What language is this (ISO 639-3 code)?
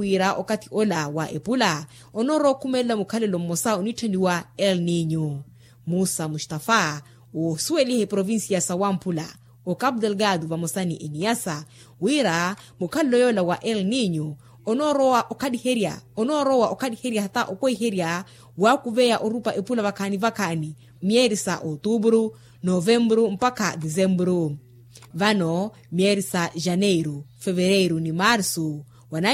vmw